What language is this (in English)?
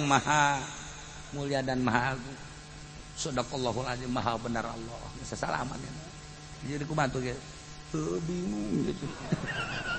Sundanese